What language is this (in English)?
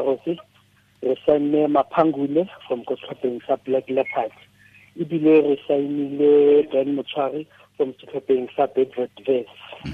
Tswana